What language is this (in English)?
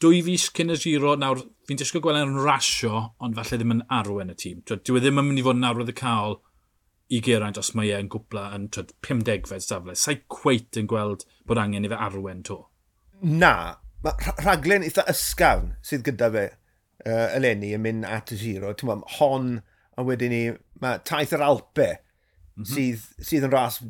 Welsh